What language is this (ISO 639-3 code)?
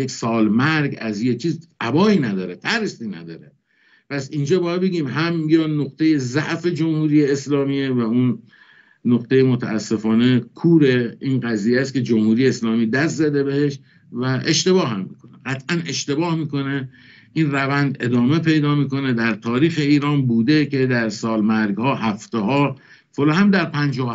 fas